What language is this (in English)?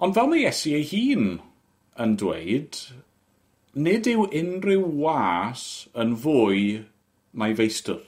Welsh